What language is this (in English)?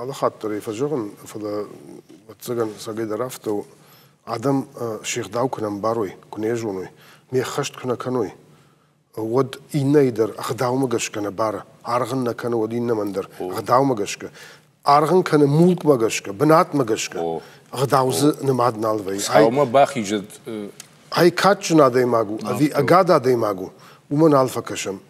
Ossetic